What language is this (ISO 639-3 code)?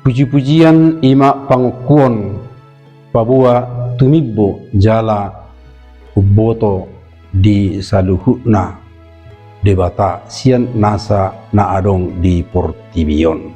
bbc